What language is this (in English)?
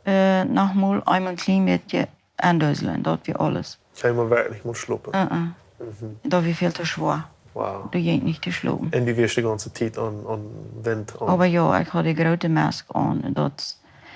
Plautdietsch